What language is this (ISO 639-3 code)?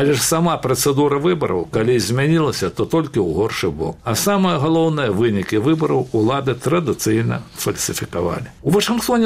bel